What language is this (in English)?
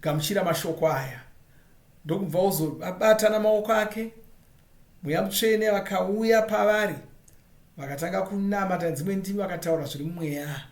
Shona